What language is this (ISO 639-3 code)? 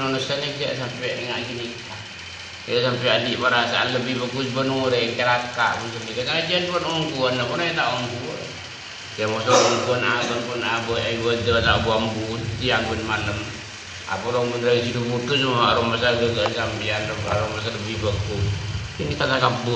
mad